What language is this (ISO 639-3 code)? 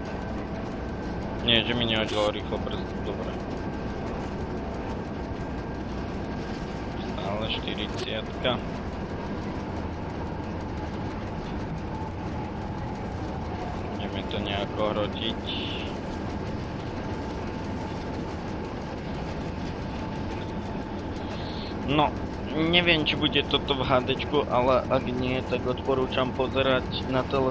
slk